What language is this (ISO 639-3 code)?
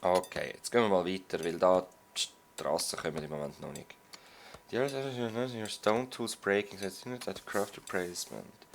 gsw